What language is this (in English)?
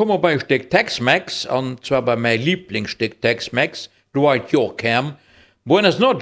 Luxembourgish